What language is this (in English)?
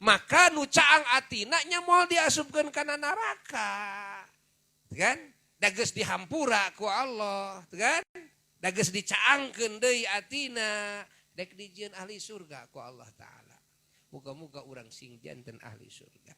Sundanese